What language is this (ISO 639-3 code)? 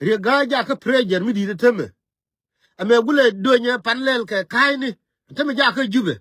nus